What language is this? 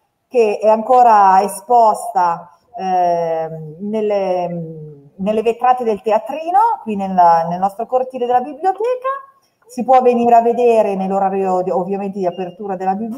Italian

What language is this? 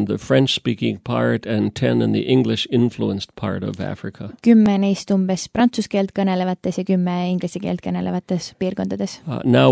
Estonian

